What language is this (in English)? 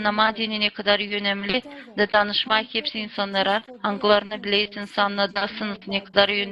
Gagauz